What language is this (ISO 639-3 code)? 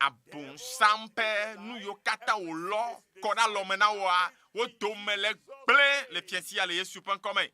ewe